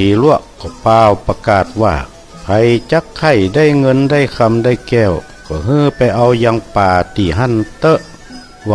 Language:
Northern Thai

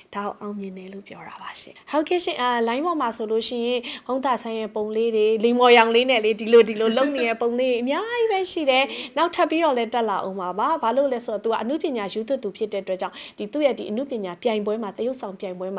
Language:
Burmese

